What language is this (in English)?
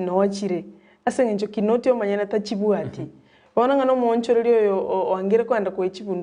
Gusii